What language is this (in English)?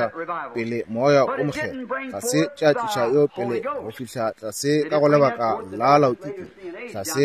Northern Sotho